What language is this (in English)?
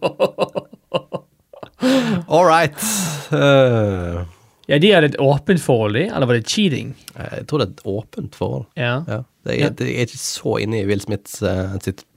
Norwegian